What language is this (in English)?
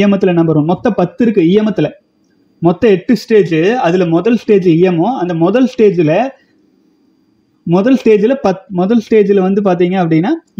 Tamil